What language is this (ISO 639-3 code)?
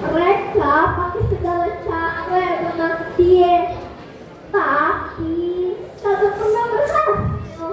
bew